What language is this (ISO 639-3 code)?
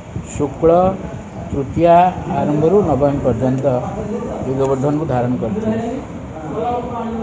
ori